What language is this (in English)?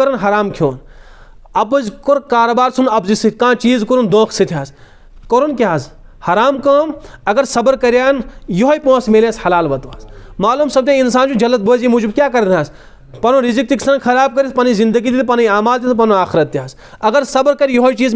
Kashmiri